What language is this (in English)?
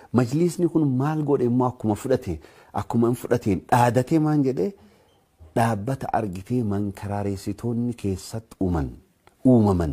Oromo